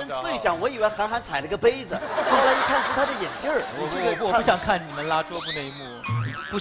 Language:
Chinese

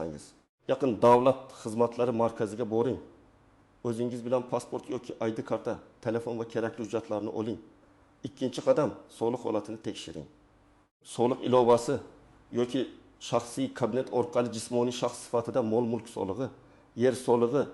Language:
Uzbek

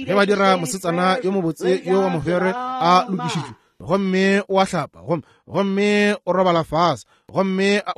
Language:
Northern Sotho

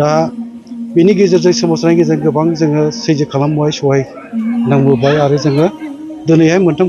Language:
Bodo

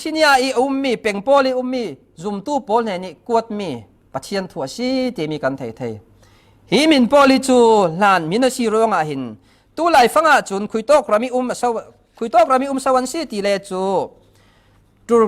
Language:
Falam Chin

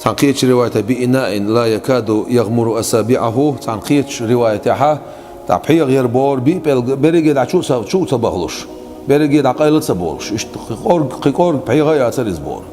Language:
Chechen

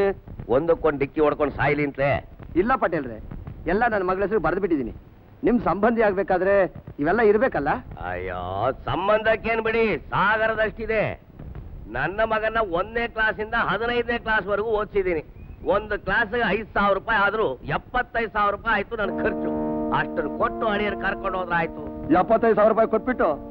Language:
Kannada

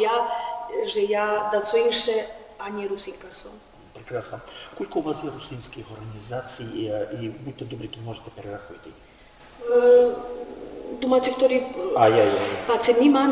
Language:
Rusyn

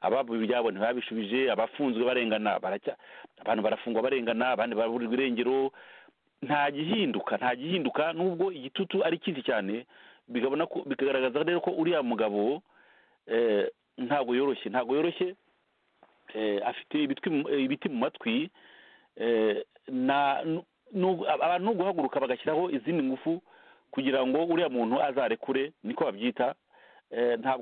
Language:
Kinyarwanda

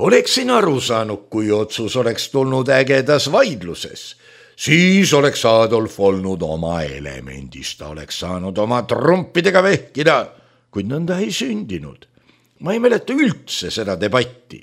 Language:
Estonian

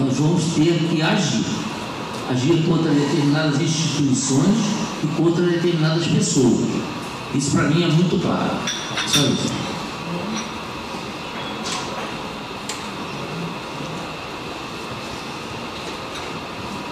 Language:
Portuguese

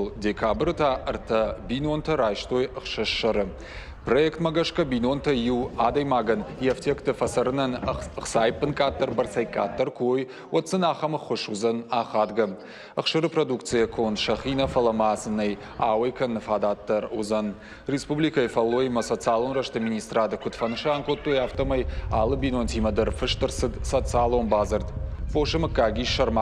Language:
Ossetic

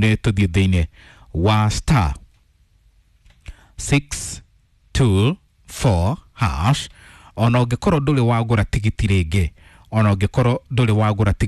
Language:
Kikuyu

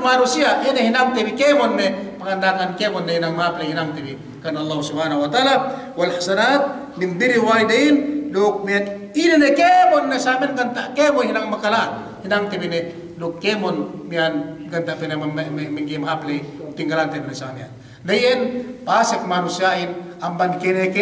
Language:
Yakan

